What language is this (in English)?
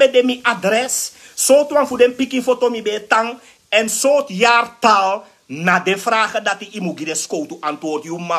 Sranan Tongo